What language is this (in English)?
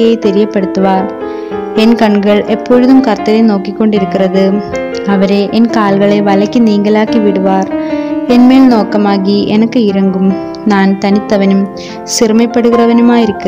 Tamil